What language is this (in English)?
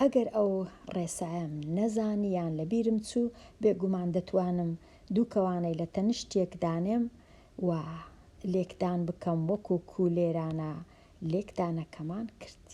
Central Kurdish